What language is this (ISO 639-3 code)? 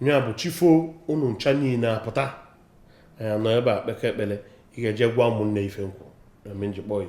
ibo